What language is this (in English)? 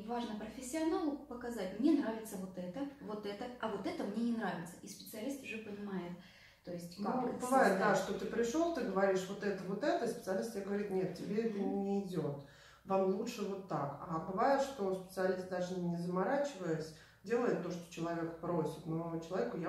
Russian